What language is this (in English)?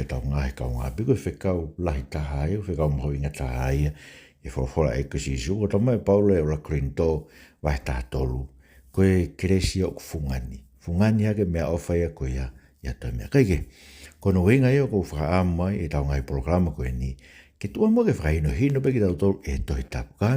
Tongan